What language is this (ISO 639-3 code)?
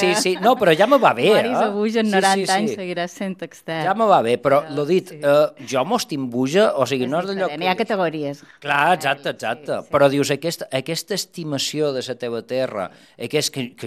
cat